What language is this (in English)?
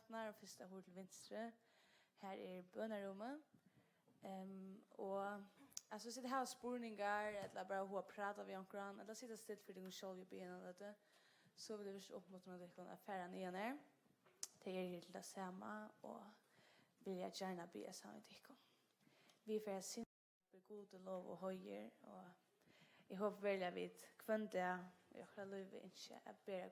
Faroese